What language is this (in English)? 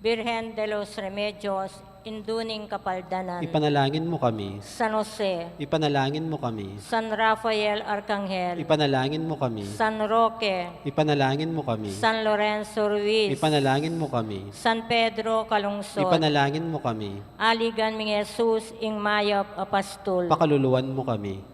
Pampanga